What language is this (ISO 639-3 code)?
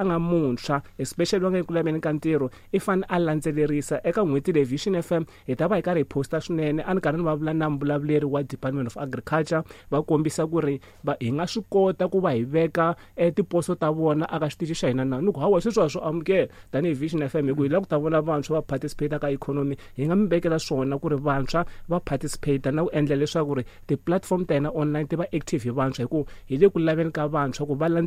tso